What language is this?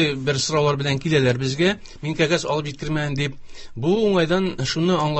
Tatar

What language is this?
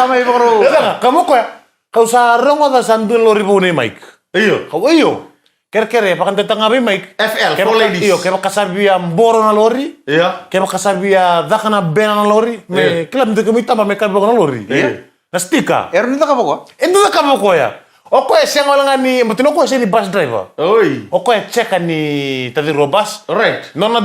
Fijian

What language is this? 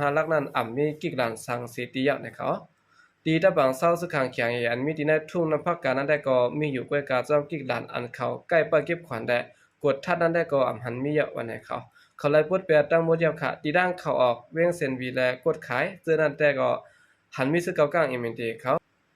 Shan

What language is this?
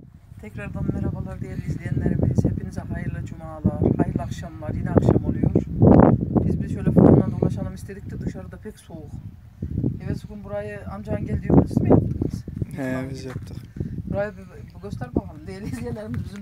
Turkish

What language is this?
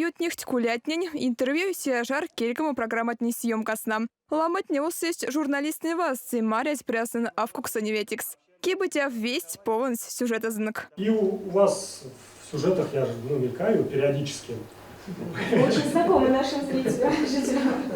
Erzya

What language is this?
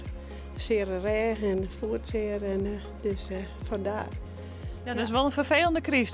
Western Frisian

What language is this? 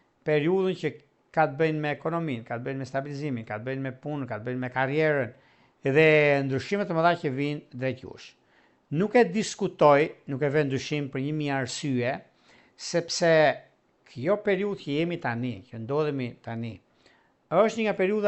Albanian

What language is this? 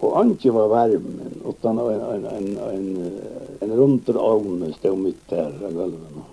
Faroese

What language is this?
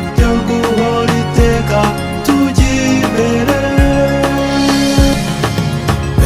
Kinyarwanda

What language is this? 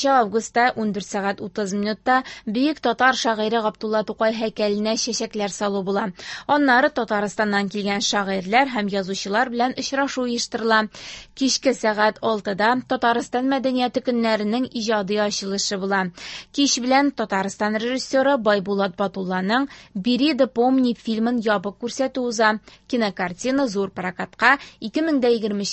Tatar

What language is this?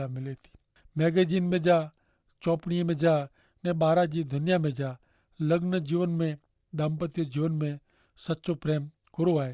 Kachhi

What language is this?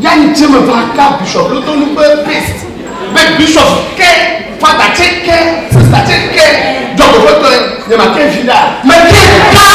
Ewe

